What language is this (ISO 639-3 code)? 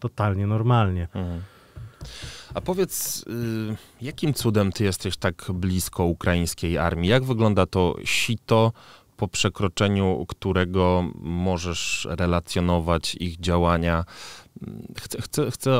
pol